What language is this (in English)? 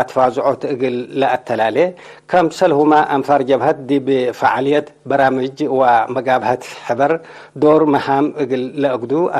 Tigre